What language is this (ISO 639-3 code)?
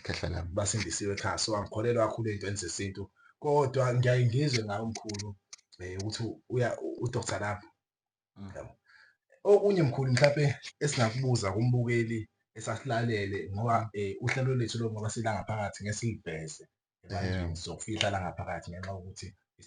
zul